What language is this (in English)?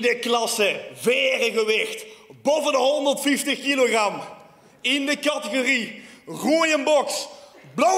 Limburgish